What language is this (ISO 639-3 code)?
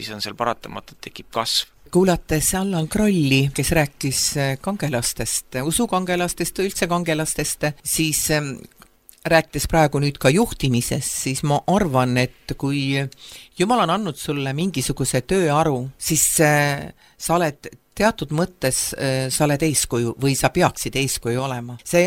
est